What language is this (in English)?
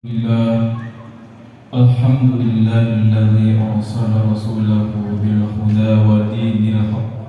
Buginese